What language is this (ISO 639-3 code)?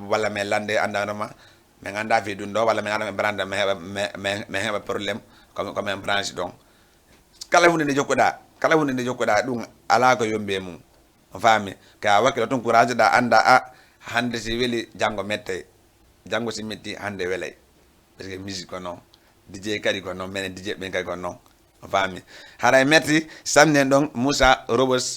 ful